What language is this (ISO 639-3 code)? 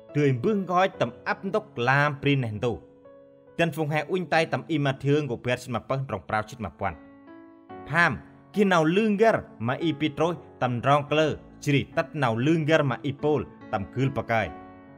cmo